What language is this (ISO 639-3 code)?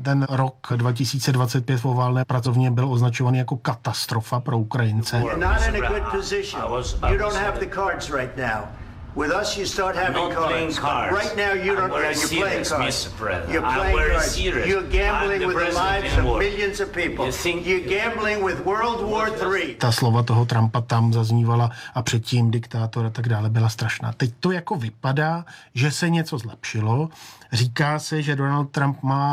ces